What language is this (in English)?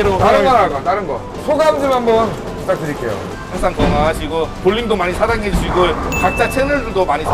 Korean